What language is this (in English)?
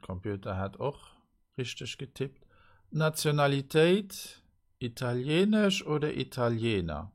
Luxembourgish